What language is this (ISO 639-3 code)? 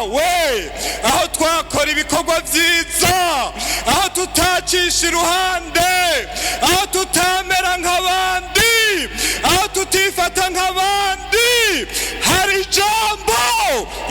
run